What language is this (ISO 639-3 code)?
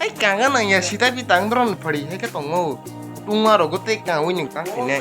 trp